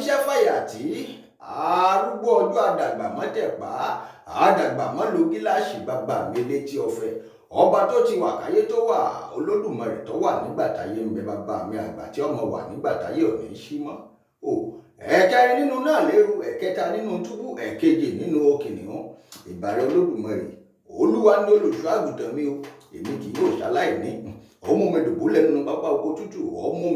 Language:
Yoruba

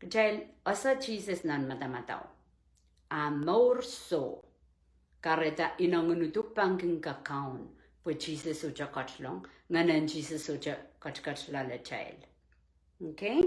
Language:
Pohnpeian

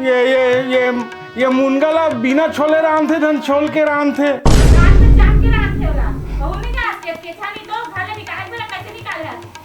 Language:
Chhattisgarhi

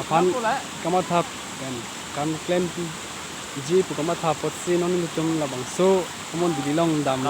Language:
Karbi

